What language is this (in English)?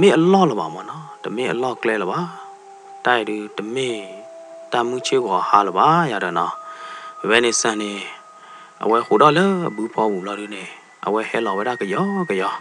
S'gaw Karen